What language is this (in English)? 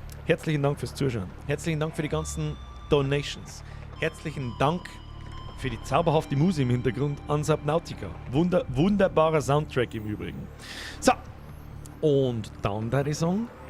Bavarian